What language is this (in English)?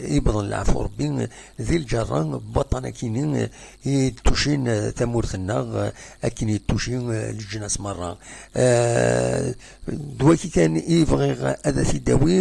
Kabyle